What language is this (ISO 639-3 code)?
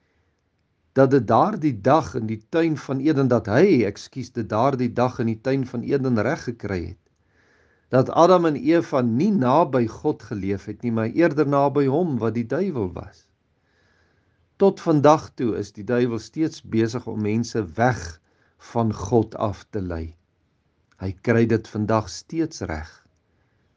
afr